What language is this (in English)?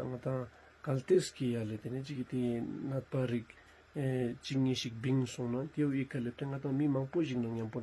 Ladakhi